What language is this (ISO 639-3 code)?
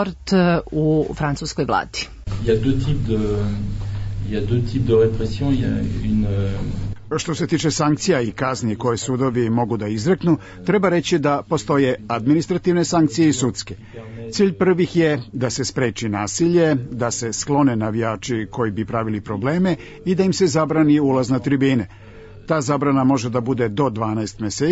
srp